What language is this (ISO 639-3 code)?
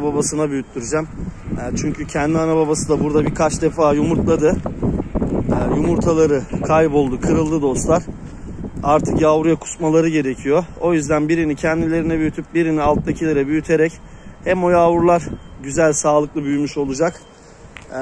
tur